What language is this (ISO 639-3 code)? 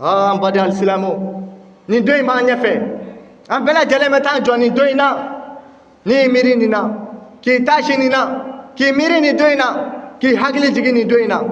bam